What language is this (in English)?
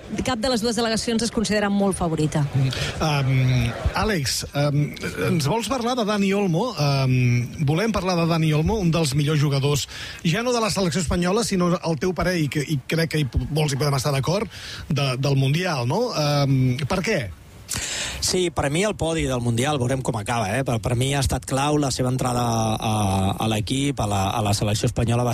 Catalan